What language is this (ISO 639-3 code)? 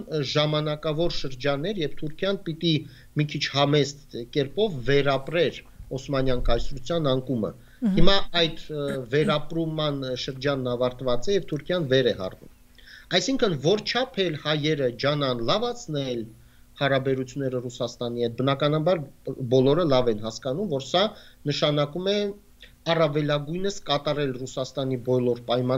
hye